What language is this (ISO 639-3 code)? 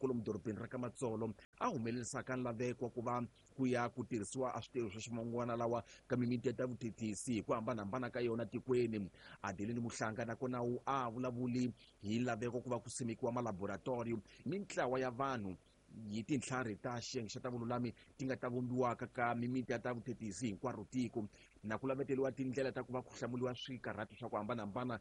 tso